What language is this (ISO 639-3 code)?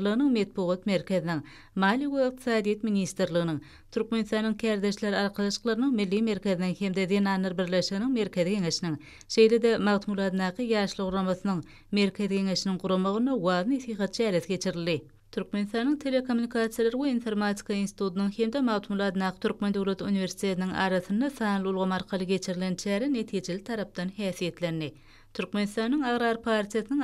tuk